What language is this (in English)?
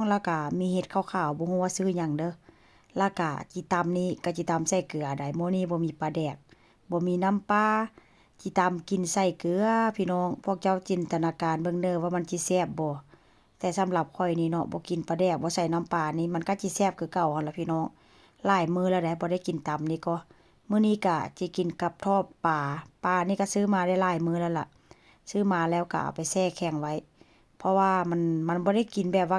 Northeastern Thai